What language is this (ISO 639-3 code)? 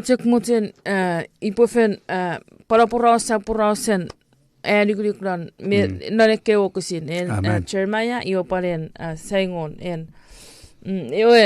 chk